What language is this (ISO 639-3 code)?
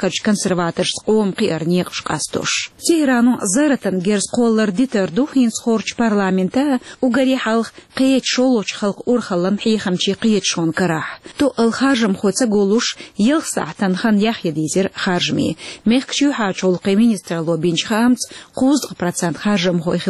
che